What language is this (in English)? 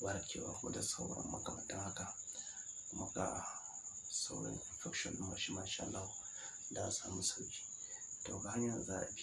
Hausa